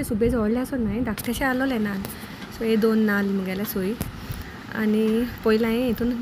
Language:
Konkani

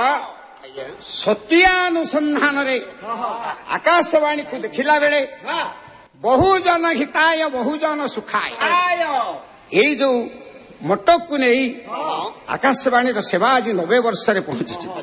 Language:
Odia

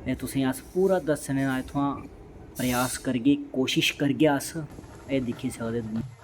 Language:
Dogri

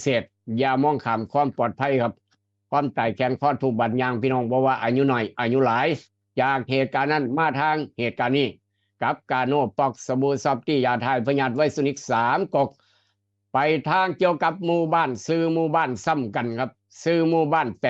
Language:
Northeastern Thai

